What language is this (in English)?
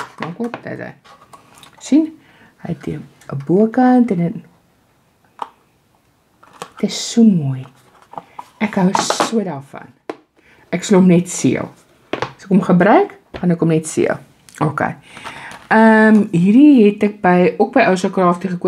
Afrikaans